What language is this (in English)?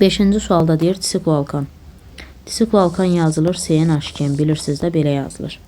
Azerbaijani